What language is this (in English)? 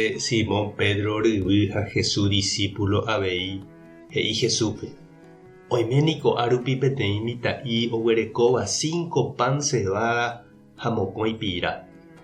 Guarani